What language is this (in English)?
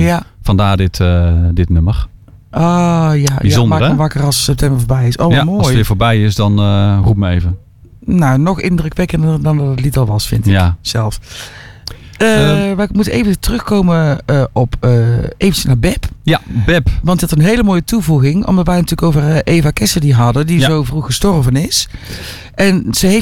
Dutch